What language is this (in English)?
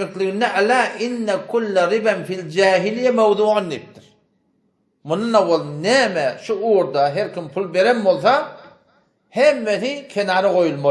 Turkmen